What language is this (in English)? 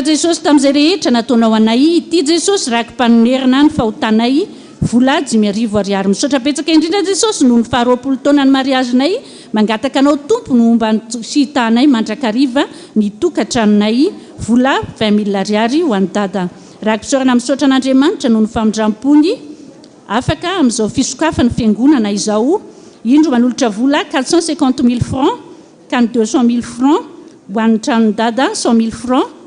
Malagasy